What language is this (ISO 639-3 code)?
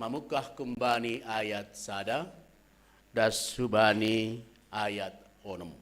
bts